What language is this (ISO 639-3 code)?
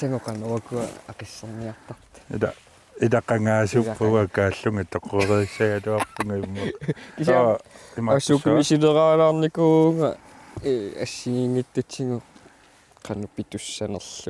kal